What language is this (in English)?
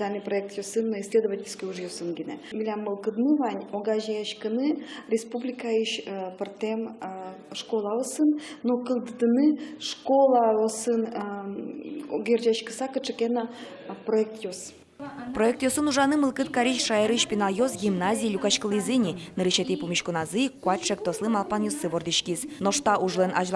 Udmurt